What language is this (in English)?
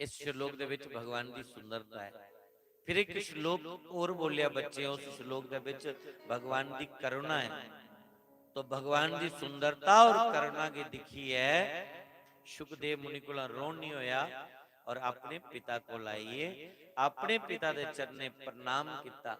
Dogri